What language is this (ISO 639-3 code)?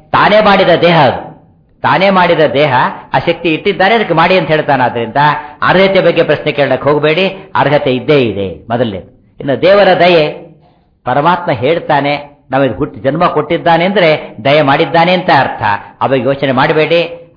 kan